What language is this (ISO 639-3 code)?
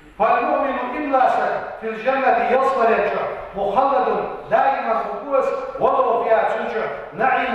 inh